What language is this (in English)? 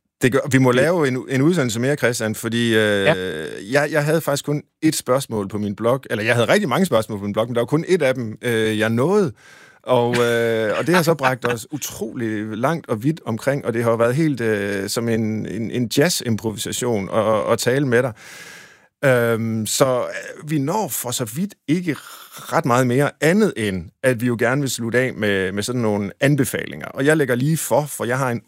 Danish